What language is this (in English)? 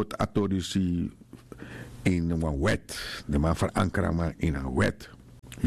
Sranan Tongo